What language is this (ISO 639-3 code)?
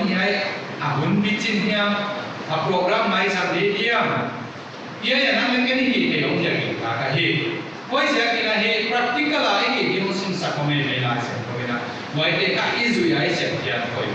pck